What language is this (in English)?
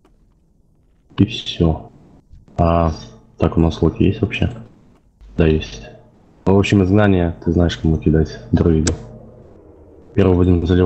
Russian